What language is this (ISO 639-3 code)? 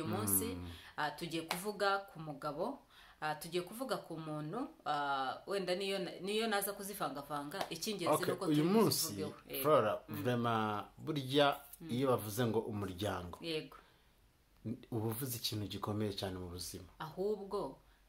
kin